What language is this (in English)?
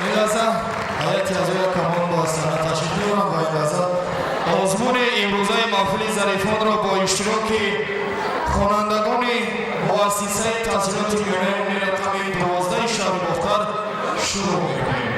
Tajik